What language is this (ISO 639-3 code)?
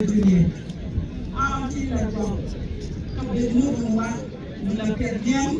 ach